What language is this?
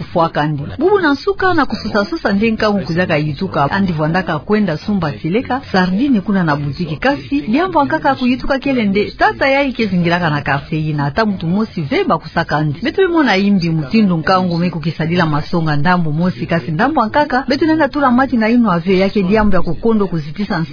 Kituba (Democratic Republic of Congo)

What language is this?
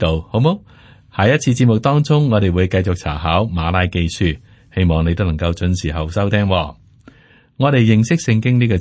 Cantonese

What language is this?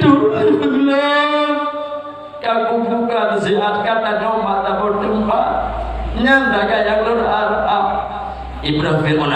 Achinese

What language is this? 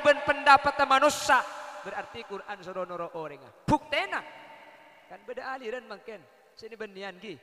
Madurese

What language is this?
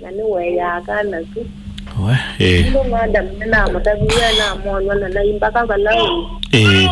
Kamba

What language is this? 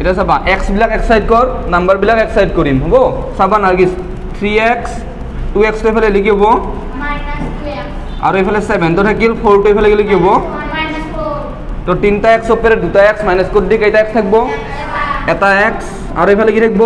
Assamese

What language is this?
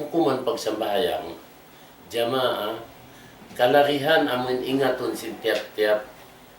Tausug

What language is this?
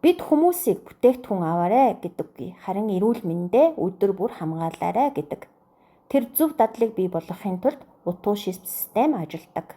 Mongolian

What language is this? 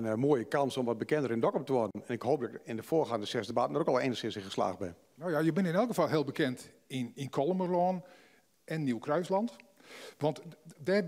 Western Frisian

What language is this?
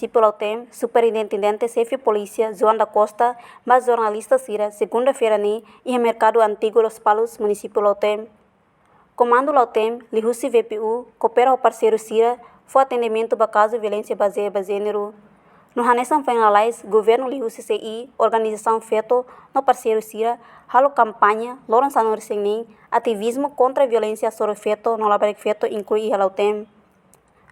Tetum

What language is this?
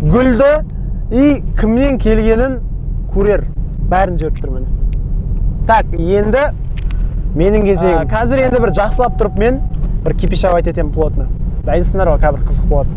Kazakh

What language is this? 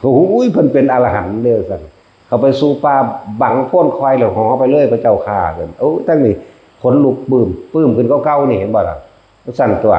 Northeastern Thai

